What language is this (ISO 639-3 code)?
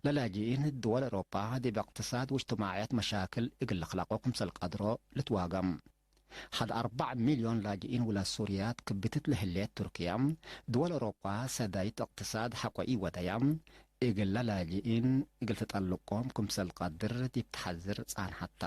tig